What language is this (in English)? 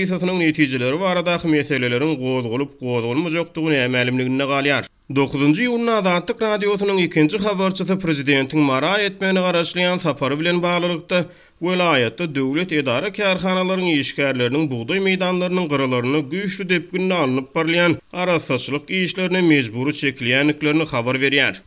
Turkmen